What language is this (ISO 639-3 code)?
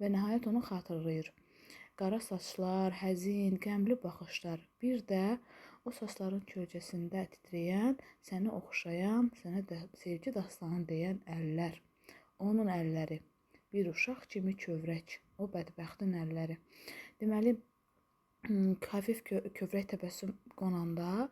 aze